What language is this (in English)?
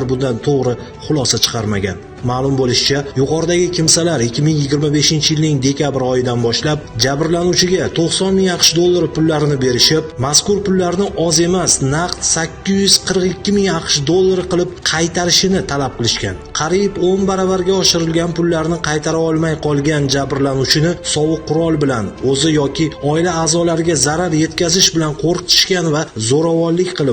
Uzbek